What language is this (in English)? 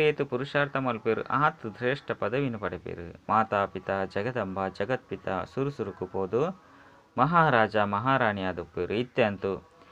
Tulu